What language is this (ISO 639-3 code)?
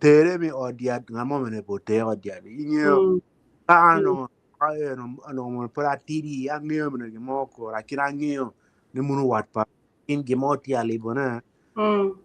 ach